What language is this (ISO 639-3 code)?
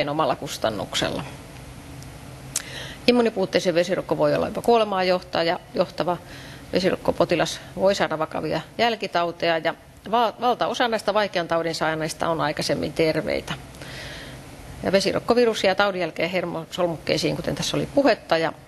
fin